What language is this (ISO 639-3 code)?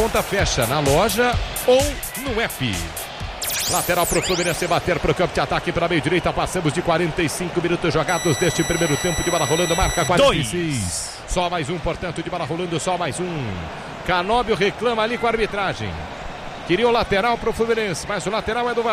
por